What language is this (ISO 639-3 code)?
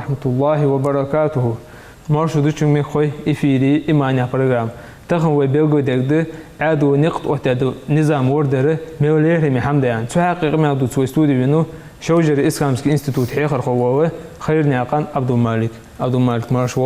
inh